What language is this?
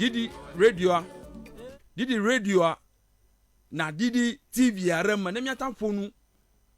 Ewe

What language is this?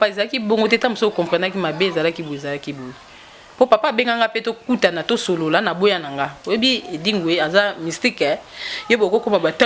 Lingala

